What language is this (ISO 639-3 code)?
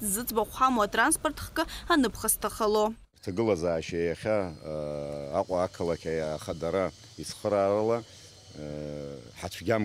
abk